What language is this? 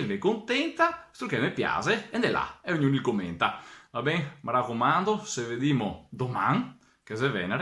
Venetian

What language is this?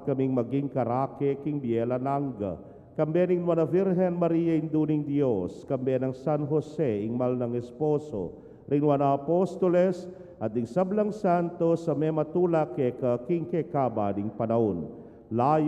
Pampanga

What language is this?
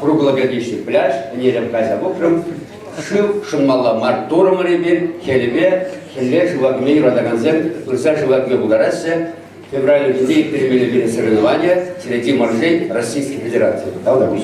Chuvash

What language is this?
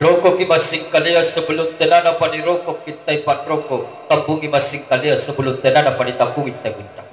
Makasar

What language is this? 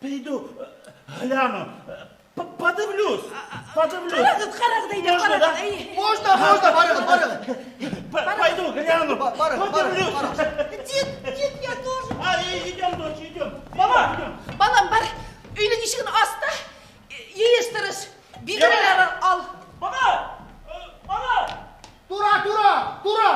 Bashkir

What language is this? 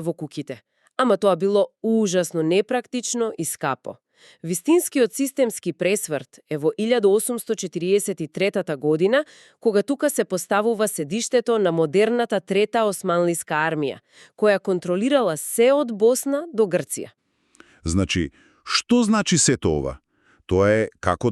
Macedonian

